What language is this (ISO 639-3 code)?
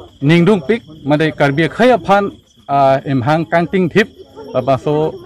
mjw